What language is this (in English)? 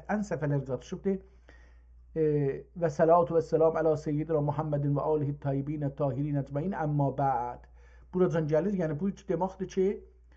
South Azerbaijani